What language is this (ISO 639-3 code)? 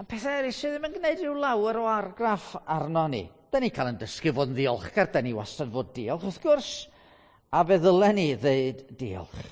cym